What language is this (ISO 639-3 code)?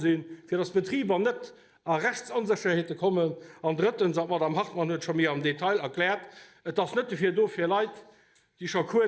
ltz